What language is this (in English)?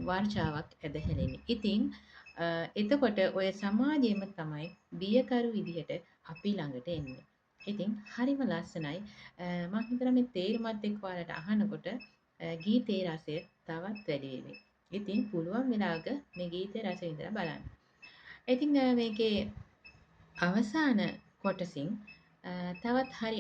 Sinhala